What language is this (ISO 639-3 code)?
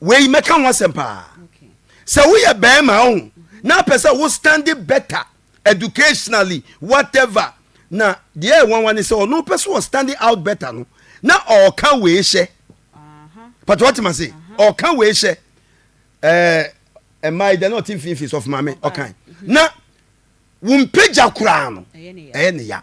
aka